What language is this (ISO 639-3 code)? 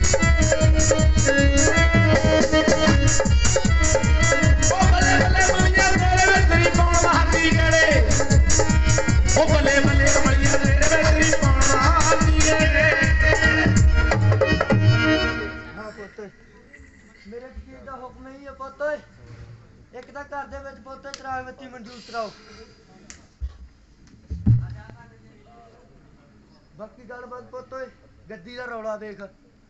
pan